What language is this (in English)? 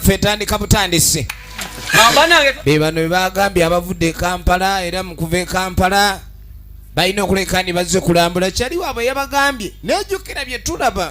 Ganda